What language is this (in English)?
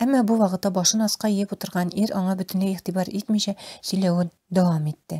Tatar